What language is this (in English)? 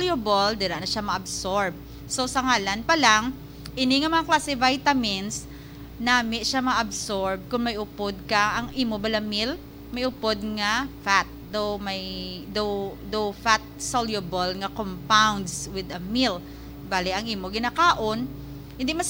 Hiligaynon